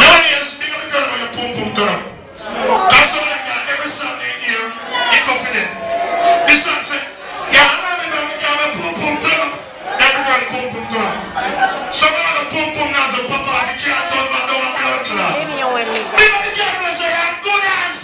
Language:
Jamaican Creole English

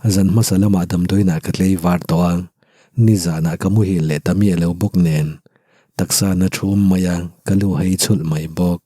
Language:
Mizo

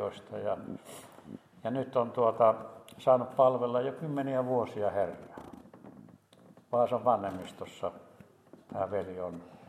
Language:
Finnish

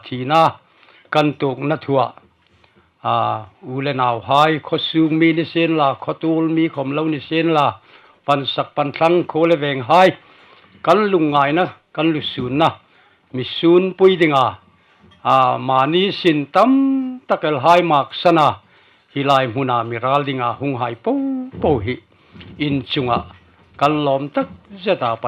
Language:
Hmar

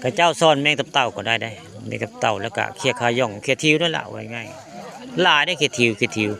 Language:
Northeastern Thai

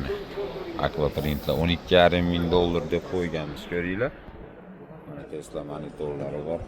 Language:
Uzbek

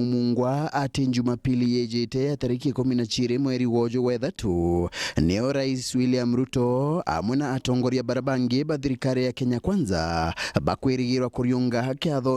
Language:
Meru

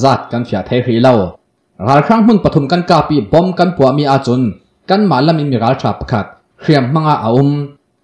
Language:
Hakha Chin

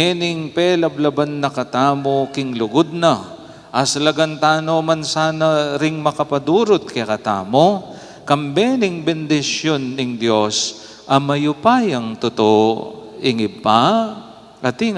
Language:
Pampanga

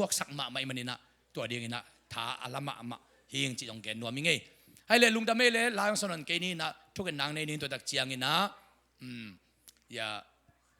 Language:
Tedim Chin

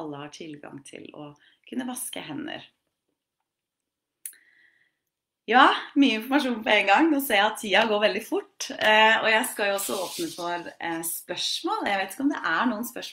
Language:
Norwegian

